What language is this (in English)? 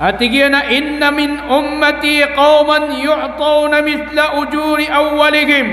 Maranao